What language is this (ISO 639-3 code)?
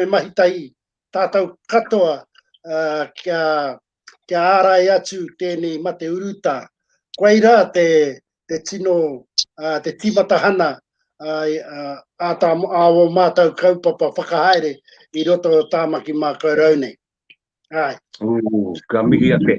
mri